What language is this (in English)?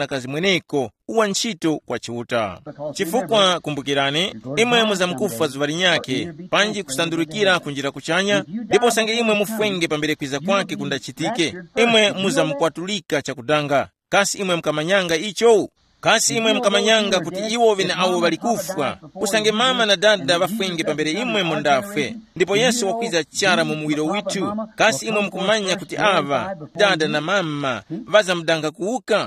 Tumbuka